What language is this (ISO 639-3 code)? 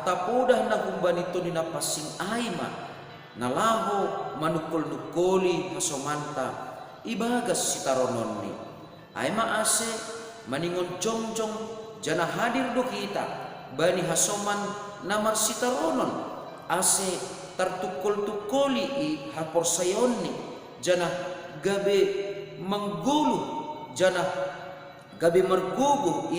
bts